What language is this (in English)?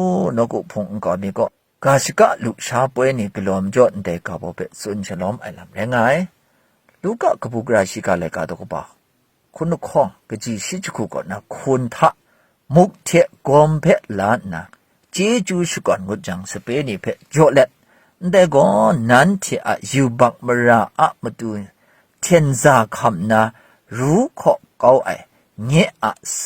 Kachin